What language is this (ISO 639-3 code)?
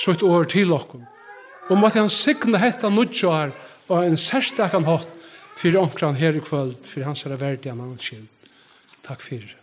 fao